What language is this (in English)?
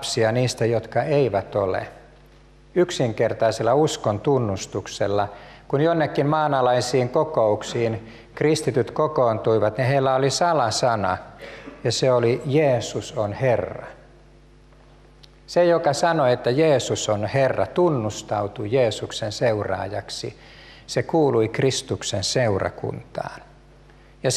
Finnish